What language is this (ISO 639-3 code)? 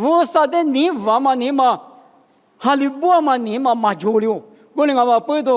lis